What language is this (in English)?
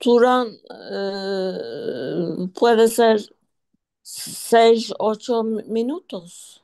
Ladino